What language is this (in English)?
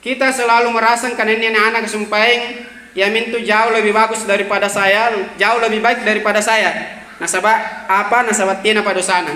Makasar